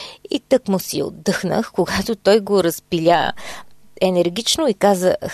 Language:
Bulgarian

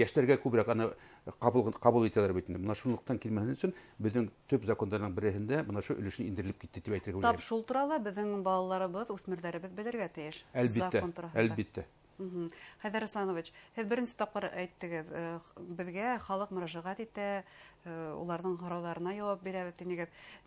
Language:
Bashkir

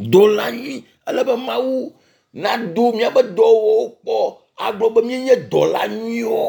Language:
Ewe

